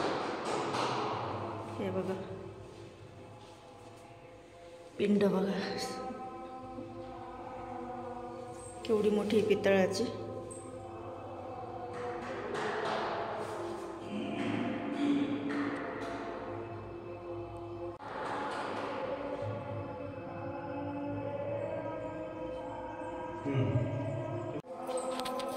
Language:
Marathi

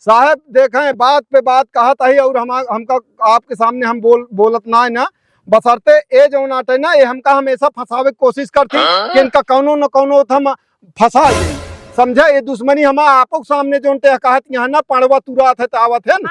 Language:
Awadhi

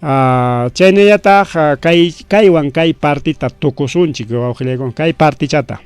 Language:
Ayacucho Quechua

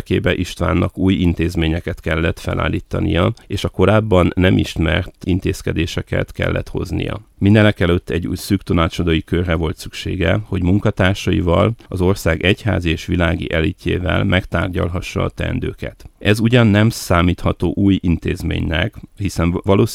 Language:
Hungarian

